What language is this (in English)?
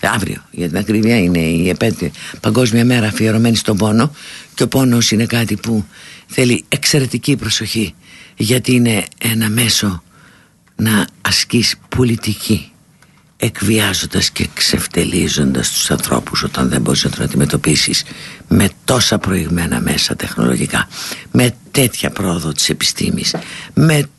Greek